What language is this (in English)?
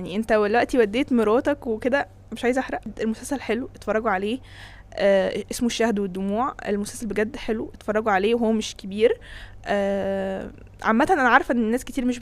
Egyptian Arabic